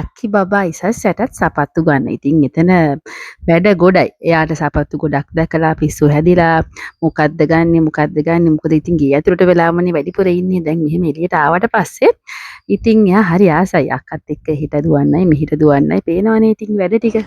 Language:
Sinhala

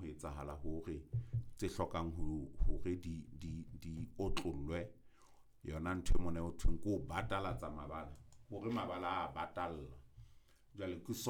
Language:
Southern Sotho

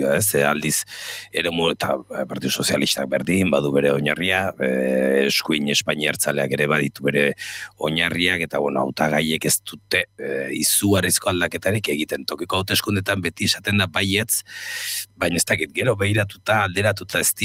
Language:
Basque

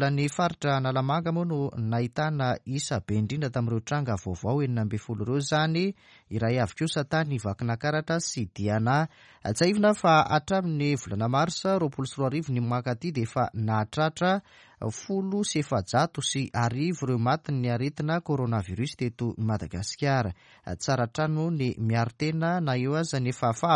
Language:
Malagasy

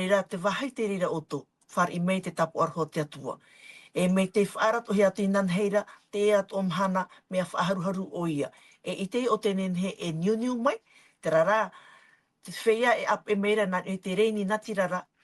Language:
Tahitian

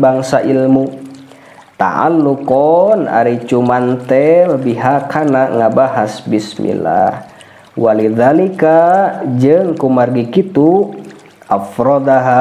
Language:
Sundanese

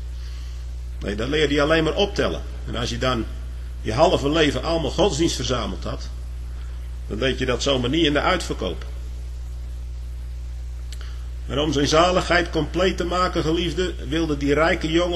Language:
Dutch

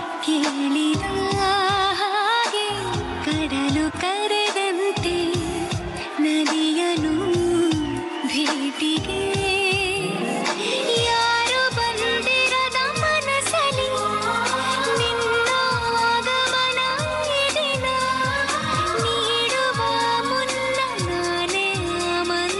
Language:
Kannada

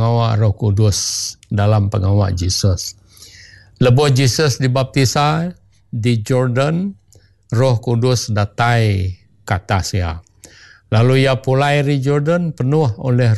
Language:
Iban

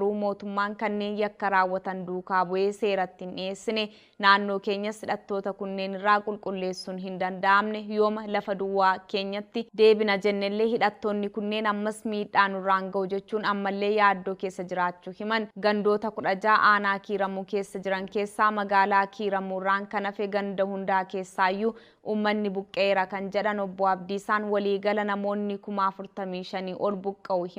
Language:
Oromo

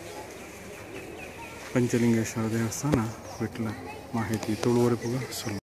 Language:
Tulu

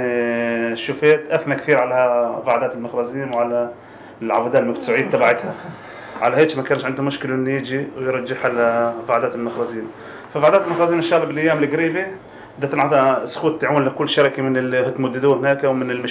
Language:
North Levantine Arabic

